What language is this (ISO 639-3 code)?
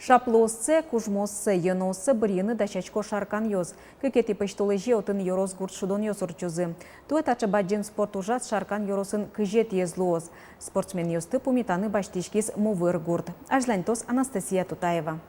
udm